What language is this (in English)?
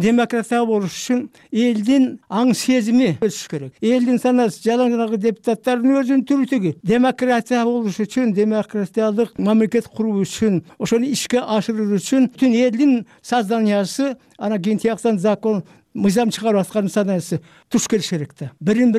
Kyrgyz